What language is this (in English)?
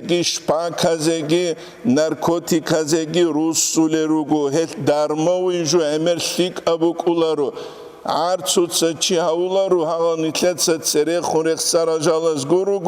Avaric